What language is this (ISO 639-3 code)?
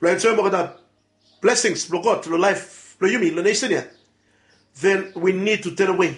bis